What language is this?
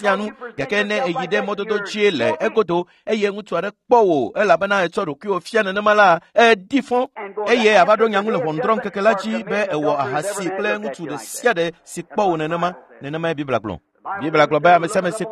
Ewe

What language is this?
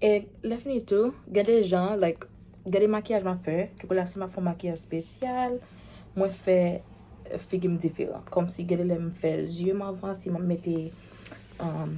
Haitian Creole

